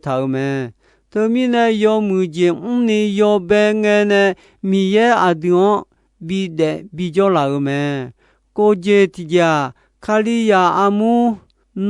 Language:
Akha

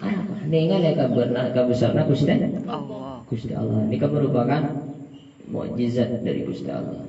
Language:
Madurese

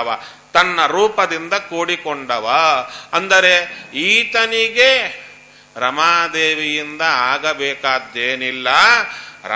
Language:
Kannada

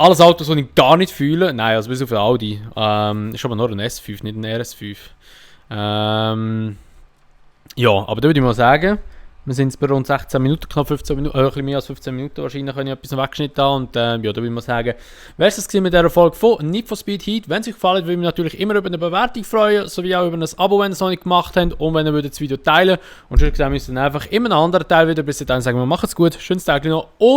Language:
Swiss German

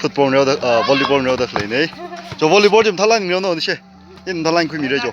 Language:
Tangkhul Naga (India)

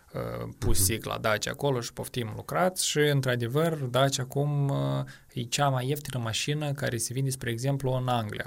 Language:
Romanian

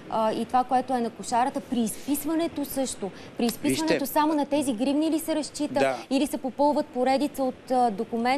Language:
Bulgarian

